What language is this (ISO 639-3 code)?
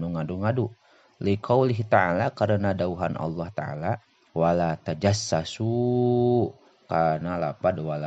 sun